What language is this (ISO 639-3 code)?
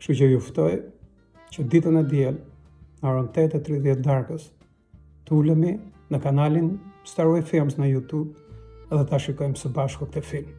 sqi